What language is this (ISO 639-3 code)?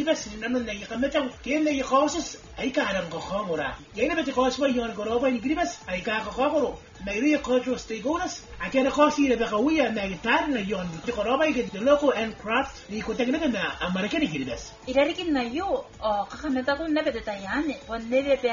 gil